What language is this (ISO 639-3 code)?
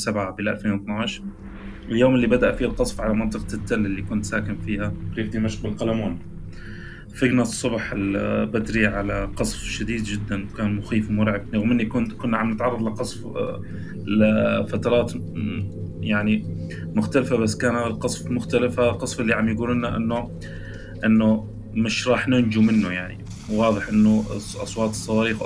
apc